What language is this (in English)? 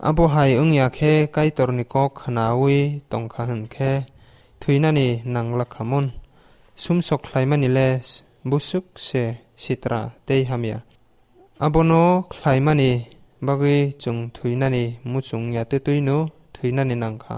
Kok Borok